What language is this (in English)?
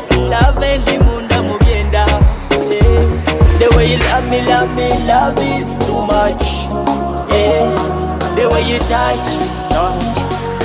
Nyoro